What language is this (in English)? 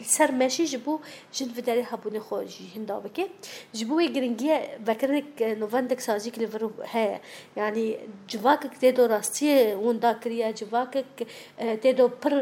Kurdish